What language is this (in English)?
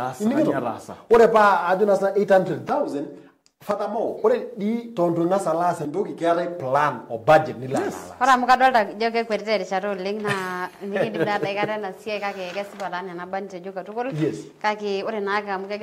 Masai